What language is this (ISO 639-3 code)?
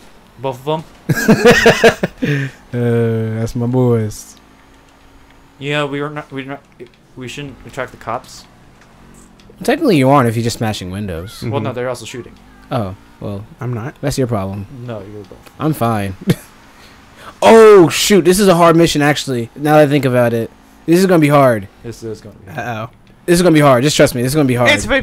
eng